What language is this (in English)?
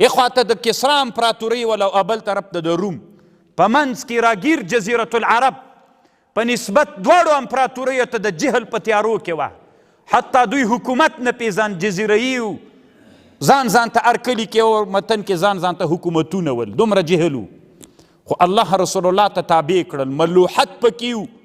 Pashto